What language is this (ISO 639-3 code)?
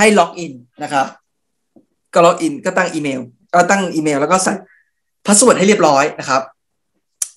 tha